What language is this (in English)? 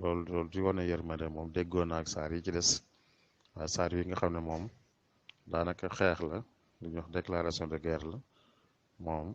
Wolof